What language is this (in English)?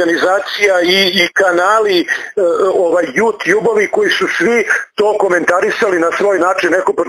Serbian